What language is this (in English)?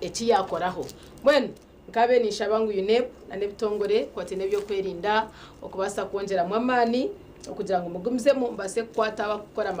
Nyankole